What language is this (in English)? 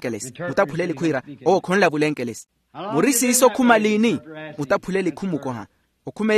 Makhuwa